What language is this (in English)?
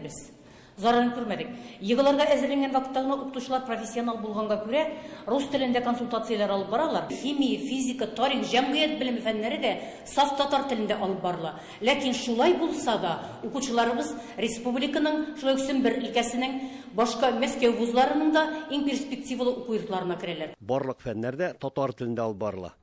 Tatar